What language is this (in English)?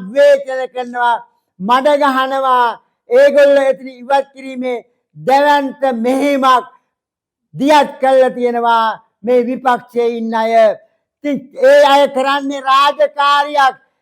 Sinhala